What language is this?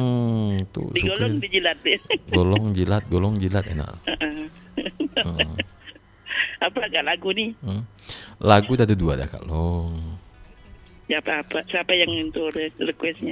Indonesian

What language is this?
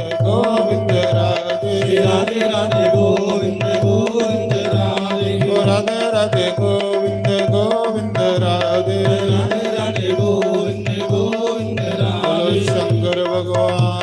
Dogri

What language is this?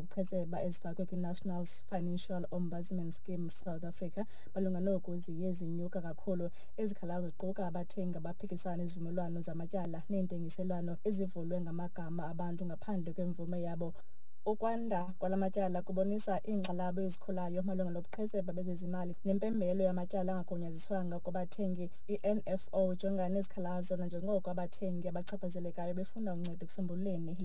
Xhosa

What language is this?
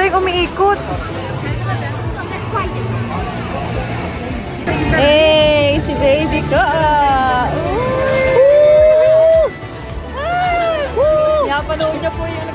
Filipino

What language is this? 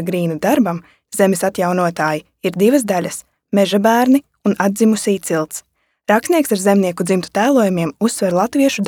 Latvian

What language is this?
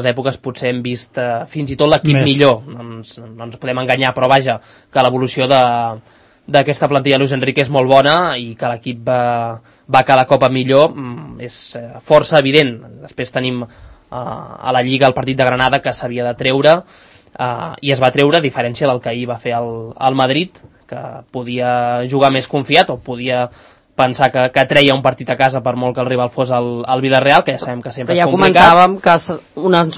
Catalan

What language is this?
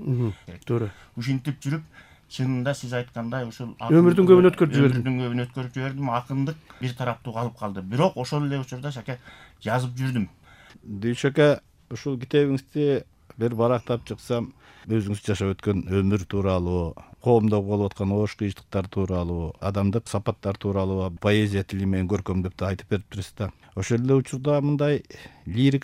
Kyrgyz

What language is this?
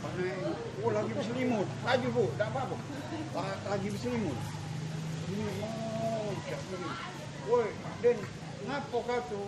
Musi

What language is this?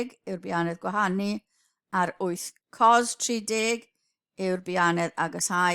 Welsh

